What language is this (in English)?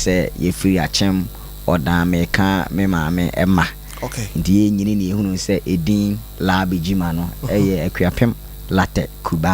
Akan